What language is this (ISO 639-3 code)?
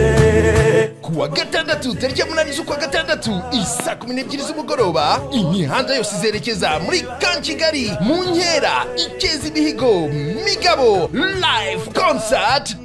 kin